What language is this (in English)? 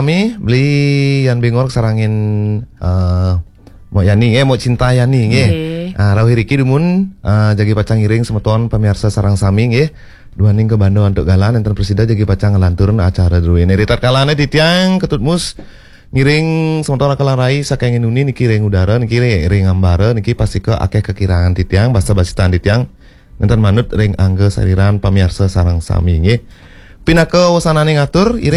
Balinese